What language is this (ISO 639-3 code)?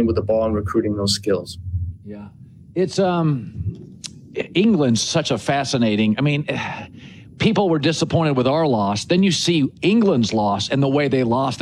eng